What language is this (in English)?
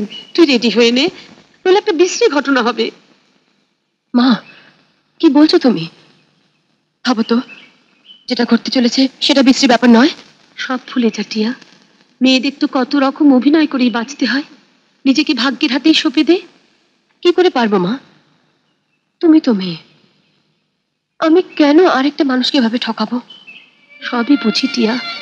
Bangla